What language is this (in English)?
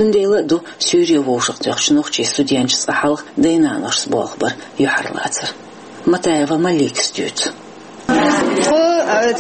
Chechen